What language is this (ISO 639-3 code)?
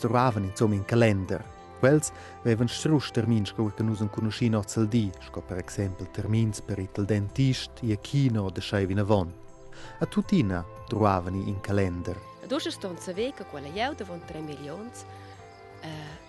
roh